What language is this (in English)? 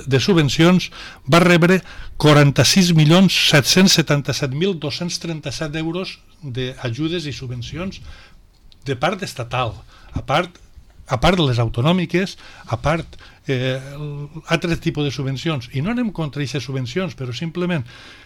Catalan